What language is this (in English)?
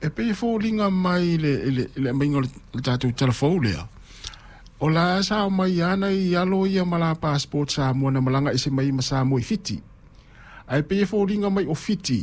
Samoan